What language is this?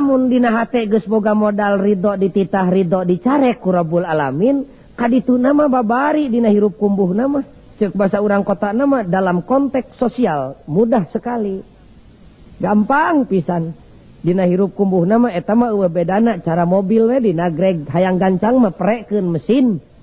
Sundanese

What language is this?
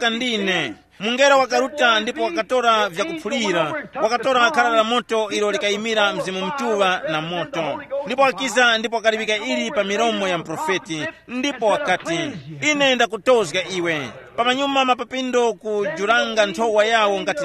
Tumbuka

